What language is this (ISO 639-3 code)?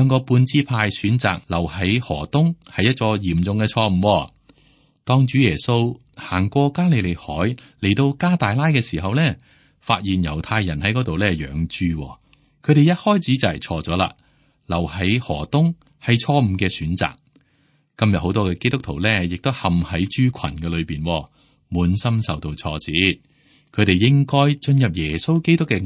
yue